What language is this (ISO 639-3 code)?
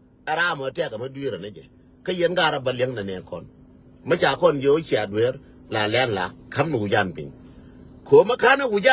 nus